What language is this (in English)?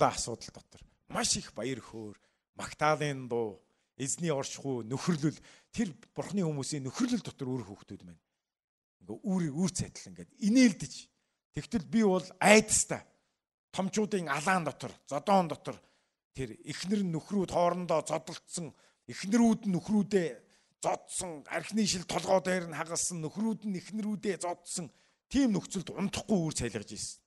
Mongolian